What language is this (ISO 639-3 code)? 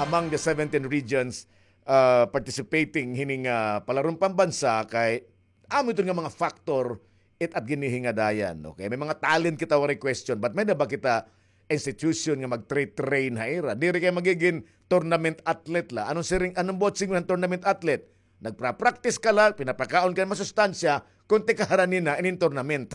war